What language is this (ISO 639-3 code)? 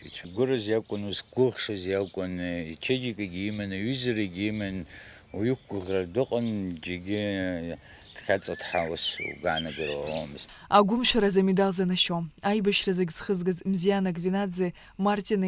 abk